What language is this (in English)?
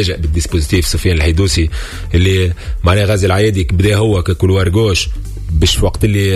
Tunisian Arabic